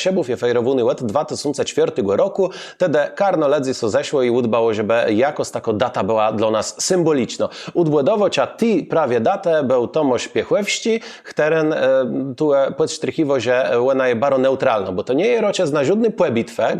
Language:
Kashubian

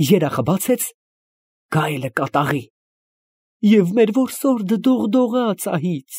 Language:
Armenian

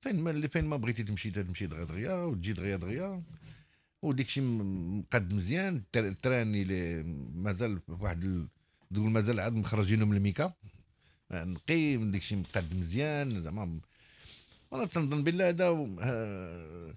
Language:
Moroccan Arabic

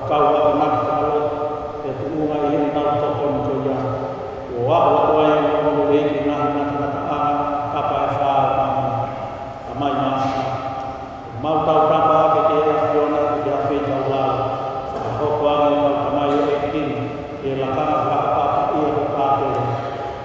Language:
Tongan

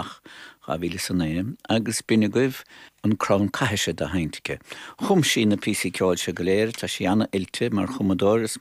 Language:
Irish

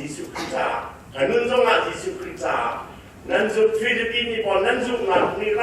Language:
Hakha Chin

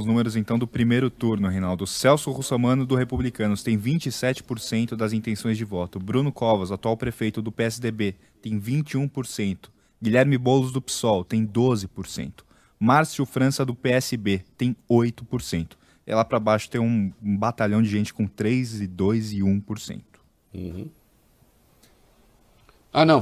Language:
Portuguese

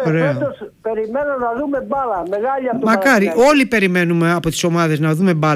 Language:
Greek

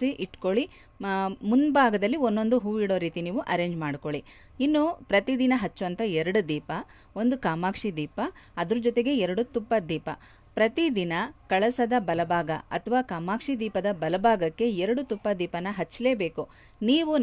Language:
Kannada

